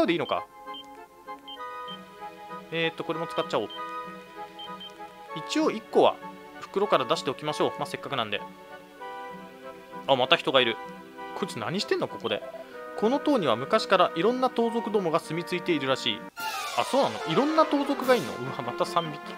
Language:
Japanese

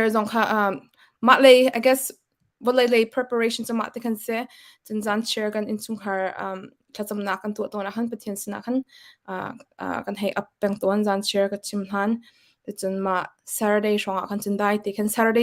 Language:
Hakha Chin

